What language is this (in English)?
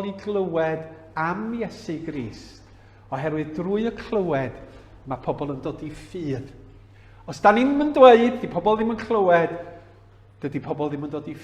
Welsh